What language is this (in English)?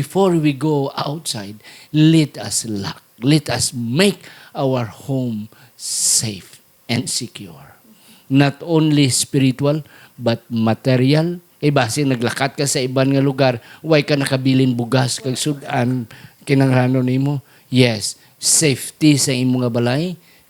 Hiligaynon